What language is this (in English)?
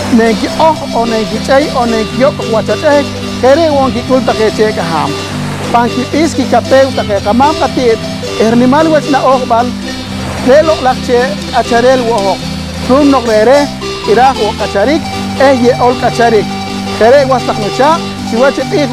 Poqomchi'